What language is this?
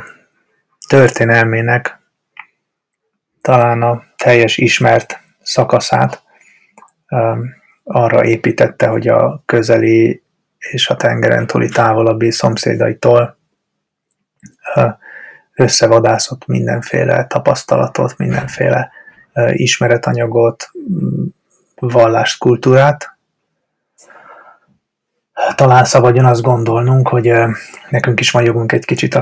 Hungarian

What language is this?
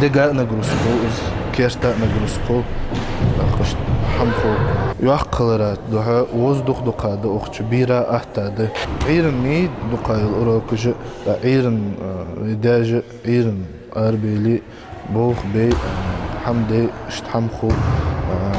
Ingush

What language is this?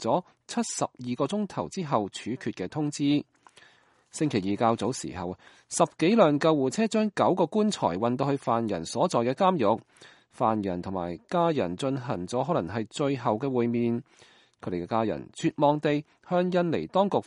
Cantonese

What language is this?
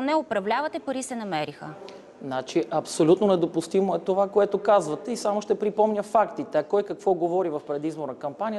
Bulgarian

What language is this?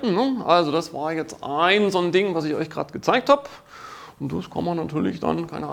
German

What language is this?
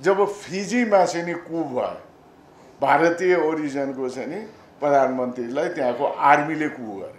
Nepali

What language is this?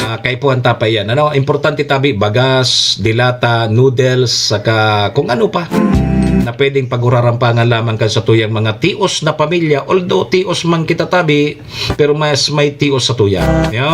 Bikol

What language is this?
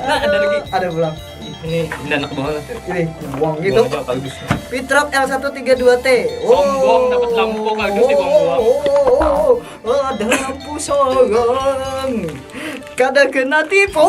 Banjar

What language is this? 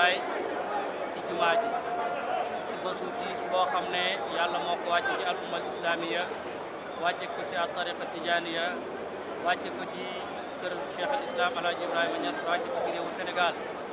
Wolof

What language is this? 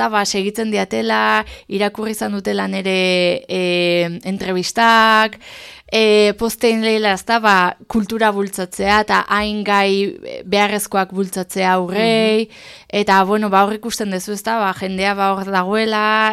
Basque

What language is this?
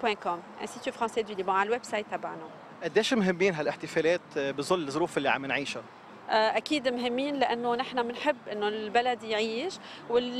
North Levantine Arabic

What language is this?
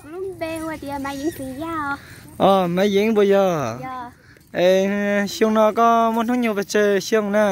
Hmong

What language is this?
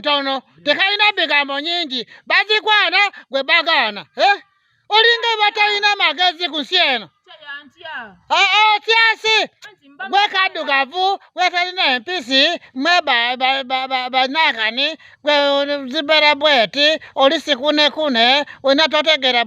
Ganda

